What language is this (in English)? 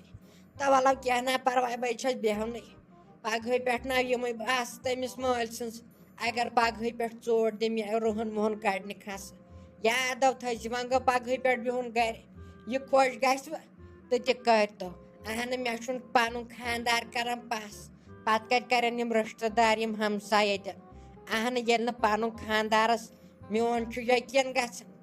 Kashmiri